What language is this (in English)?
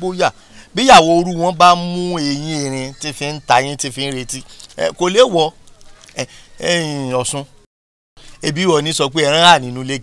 Yoruba